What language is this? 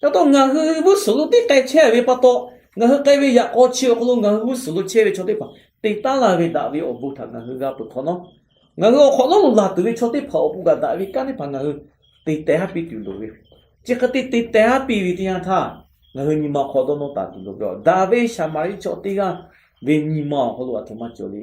Lahu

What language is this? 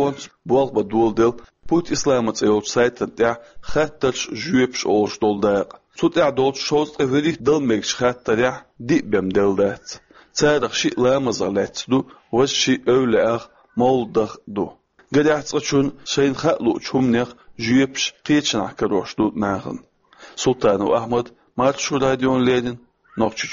Chechen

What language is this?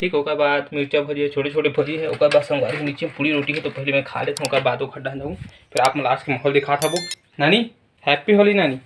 Chhattisgarhi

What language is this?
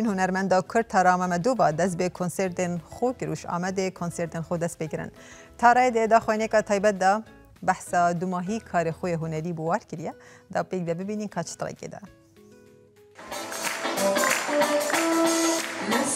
Kurdish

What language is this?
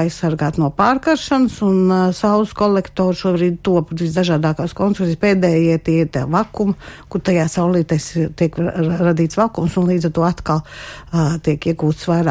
Latvian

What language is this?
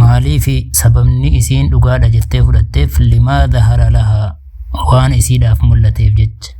Oromo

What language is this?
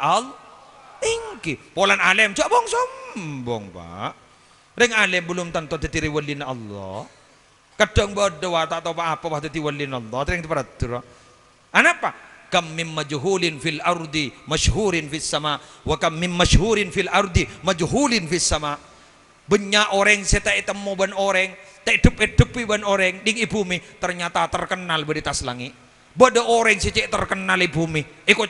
Madurese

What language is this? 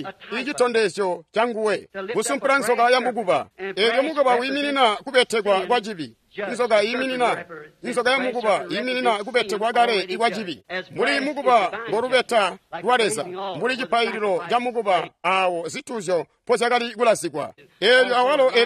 Tonga (Zambia)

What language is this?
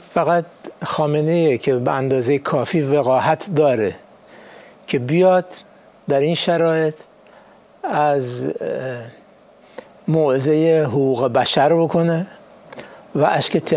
Persian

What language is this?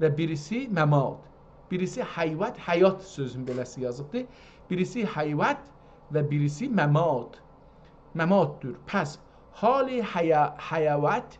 South Azerbaijani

